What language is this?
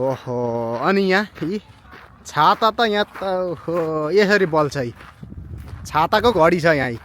Nepali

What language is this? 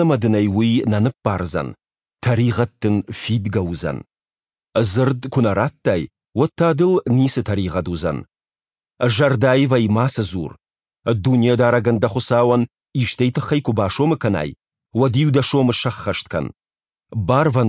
Ossetic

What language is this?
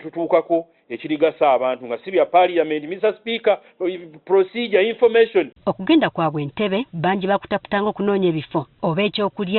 Ganda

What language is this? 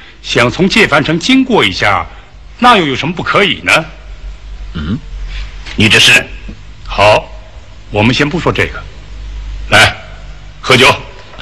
Chinese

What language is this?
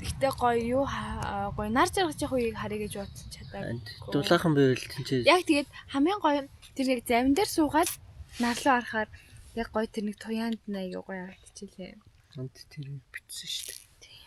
Mongolian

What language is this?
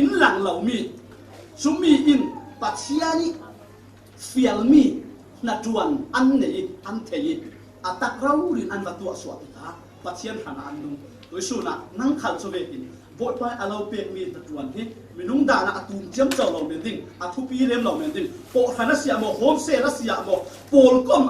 Falam Chin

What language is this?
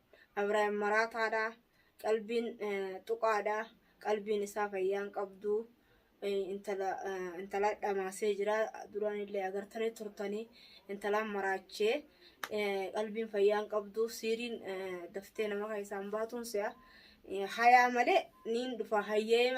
Oromo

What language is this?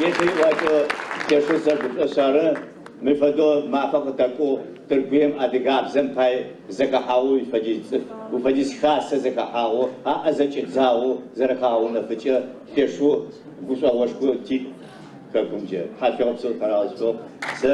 Adyghe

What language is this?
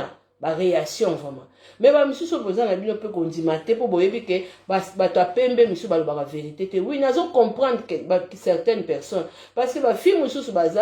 Lingala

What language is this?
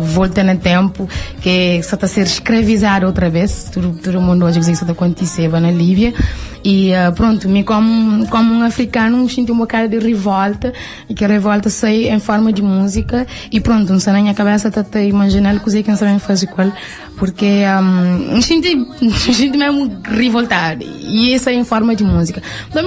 Kabuverdianu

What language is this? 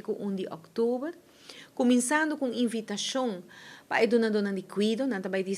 Papiamento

